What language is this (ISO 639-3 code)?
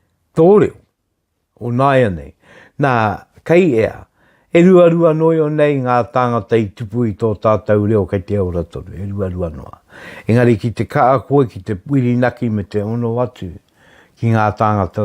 mri